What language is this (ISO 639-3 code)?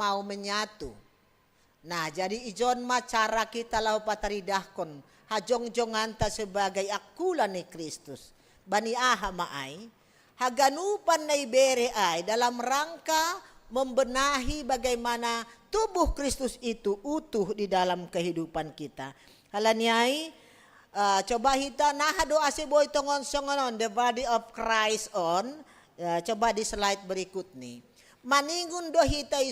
bts